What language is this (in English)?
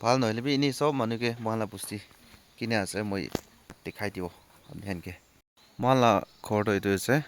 Naga Pidgin